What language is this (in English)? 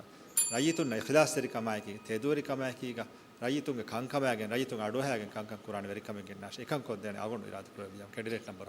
Divehi